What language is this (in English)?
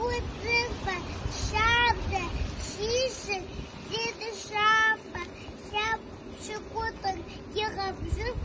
Kabardian